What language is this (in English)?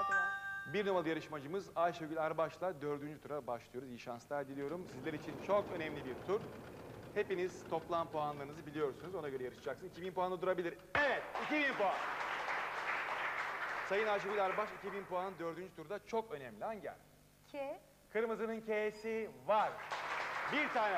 Turkish